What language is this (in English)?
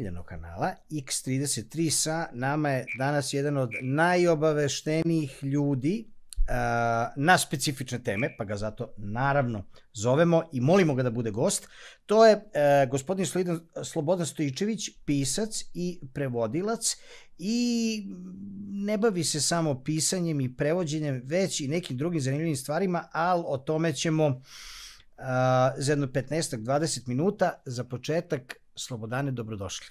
Serbian